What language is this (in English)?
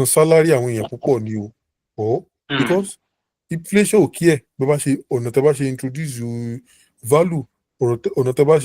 Yoruba